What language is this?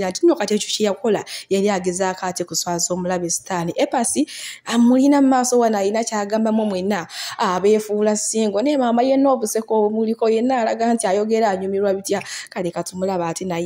Ganda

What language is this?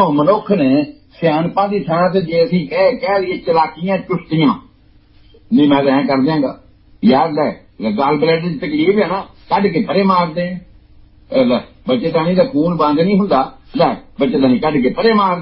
Punjabi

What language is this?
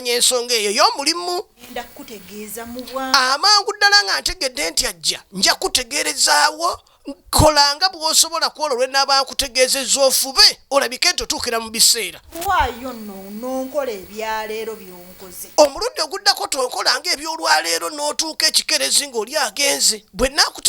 Ganda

